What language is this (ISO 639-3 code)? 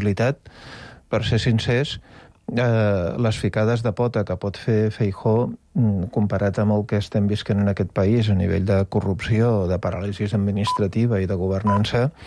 cat